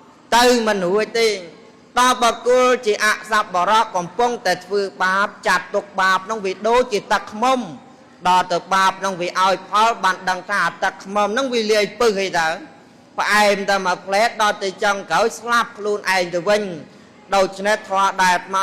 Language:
Khmer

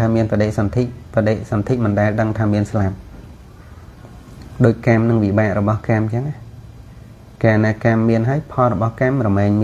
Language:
Khmer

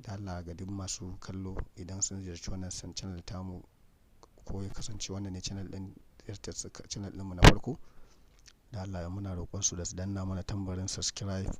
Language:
Hausa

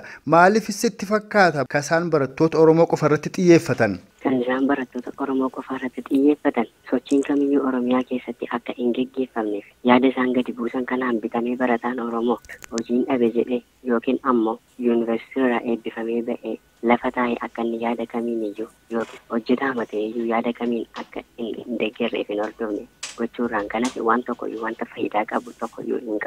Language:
Oromo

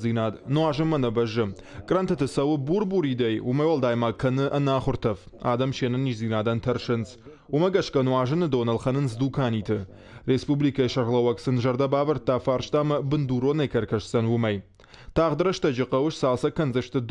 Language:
Ossetic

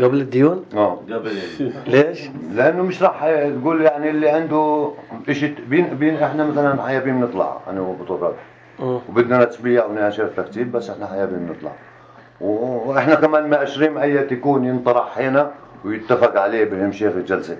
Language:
North Levantine Arabic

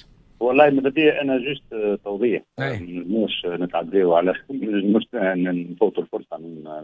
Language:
Tunisian Arabic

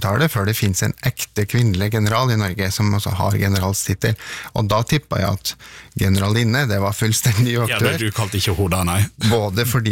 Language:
Norwegian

